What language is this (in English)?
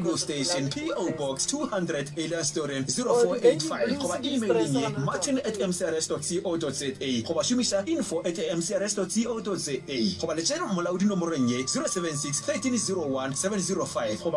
Northern Sotho